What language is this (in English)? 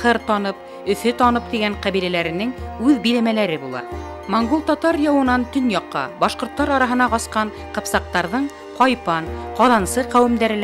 Bashkir